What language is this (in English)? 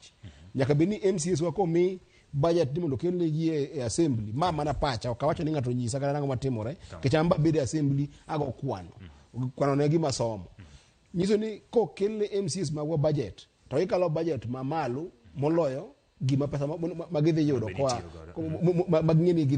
Luo (Kenya and Tanzania)